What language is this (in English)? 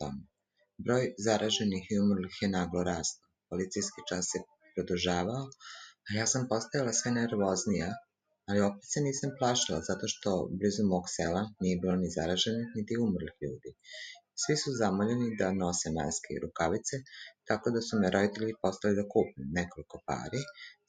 Serbian